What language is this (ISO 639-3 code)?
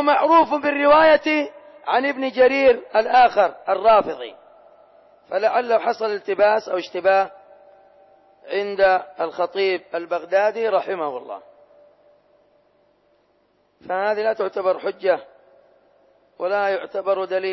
ara